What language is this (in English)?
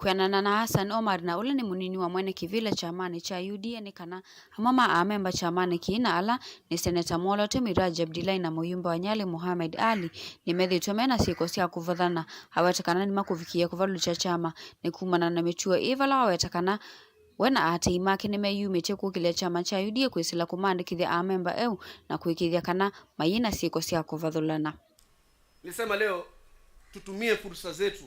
Kamba